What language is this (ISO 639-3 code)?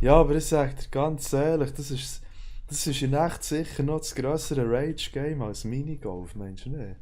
gsw